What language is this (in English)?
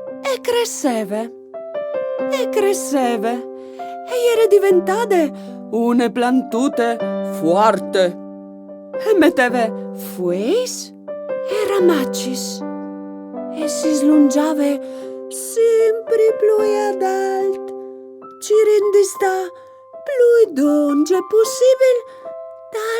Friulian